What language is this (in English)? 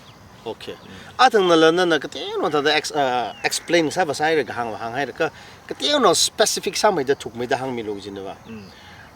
Tangkhul Naga (India)